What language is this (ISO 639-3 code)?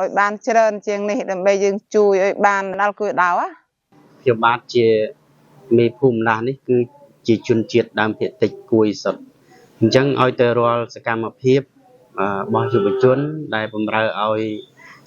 khm